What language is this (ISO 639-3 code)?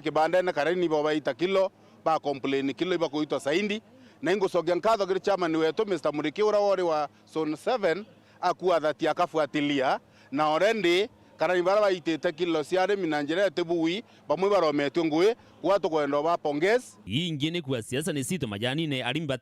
mer